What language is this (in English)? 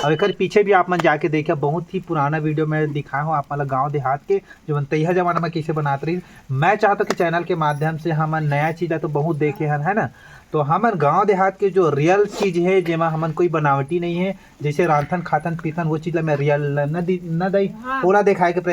Chhattisgarhi